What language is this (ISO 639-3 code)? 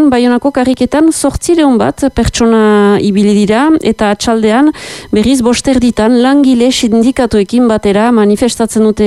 eus